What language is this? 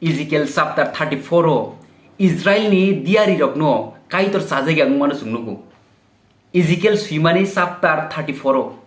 Kok Borok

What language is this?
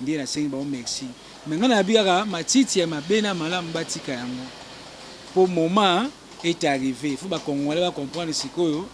Lingala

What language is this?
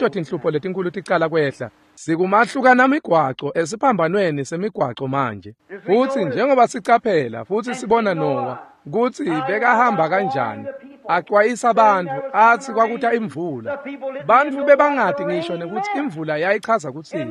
Swati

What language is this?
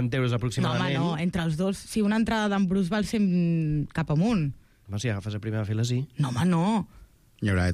Catalan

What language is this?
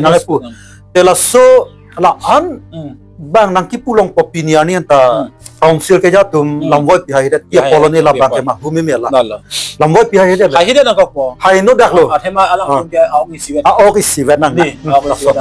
Karbi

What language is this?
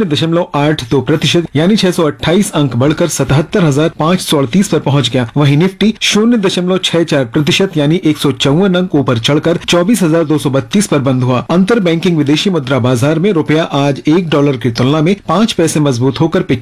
Hindi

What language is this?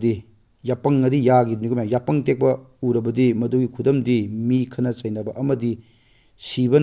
Manipuri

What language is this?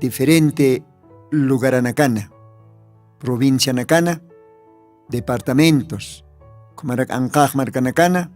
Aymara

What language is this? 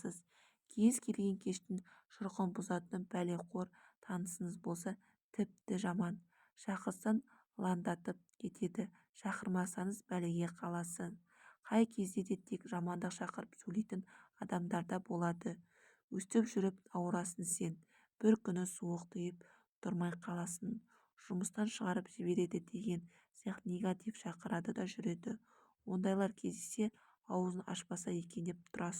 Kazakh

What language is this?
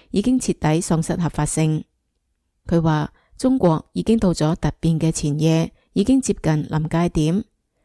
Cantonese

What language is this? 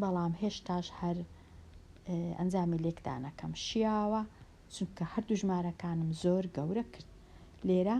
Central Kurdish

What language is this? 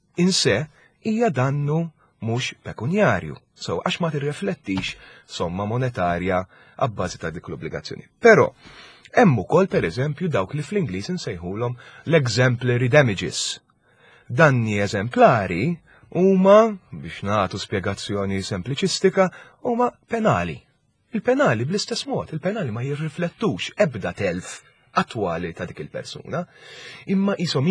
Maltese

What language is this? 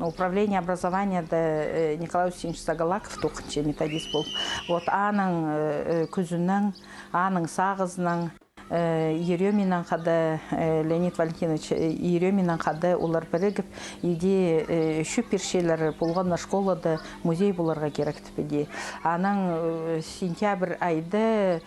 Khakas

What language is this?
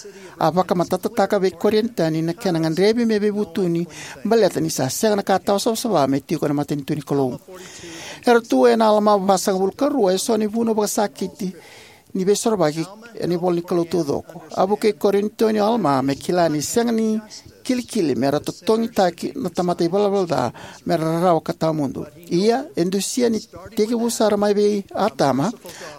Fijian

